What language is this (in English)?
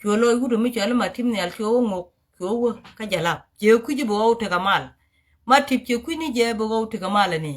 Nuer